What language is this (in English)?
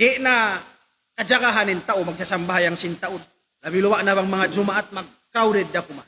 Tausug